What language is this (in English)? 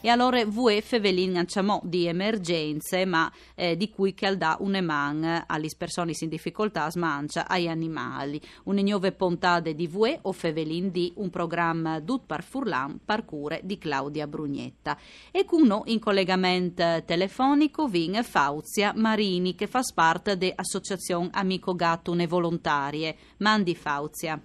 Friulian